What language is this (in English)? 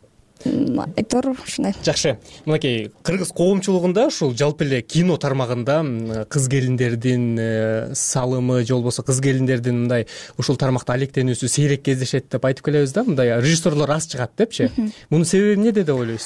Kyrgyz